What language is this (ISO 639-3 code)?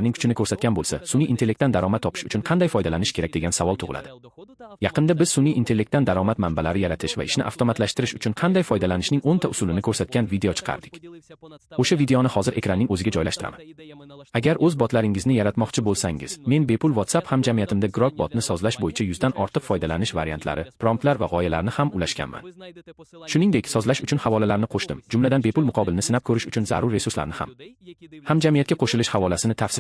uzb